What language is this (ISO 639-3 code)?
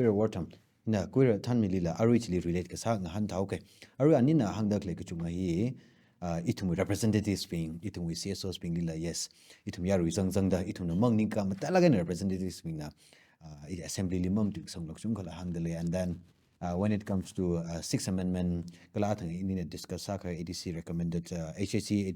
nmf